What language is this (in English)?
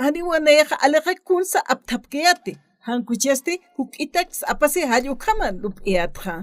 Aymara